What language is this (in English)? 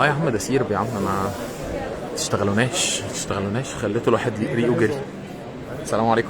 Egyptian Arabic